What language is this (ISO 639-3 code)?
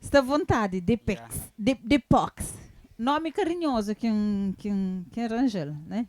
kea